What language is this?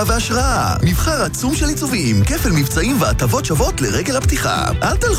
Hebrew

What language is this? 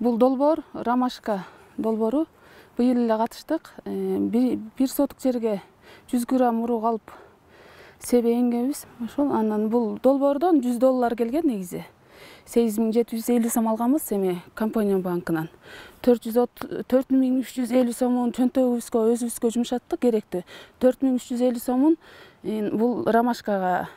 Kyrgyz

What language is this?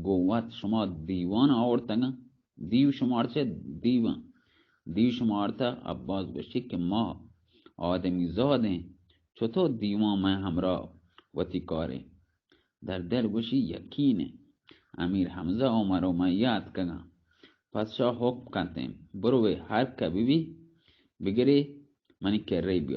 Baluchi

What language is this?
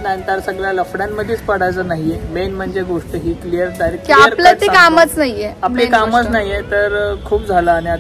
Marathi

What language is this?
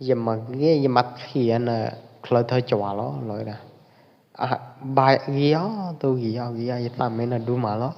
Pwo Eastern Karen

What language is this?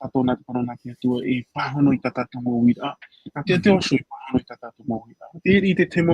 Tahitian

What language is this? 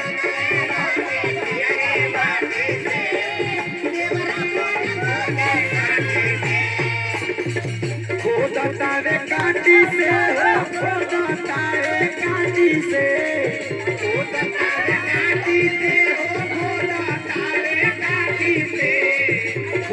Bhojpuri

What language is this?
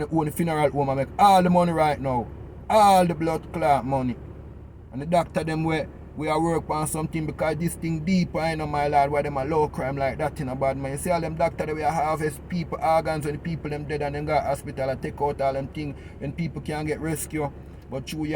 Jamaican Creole English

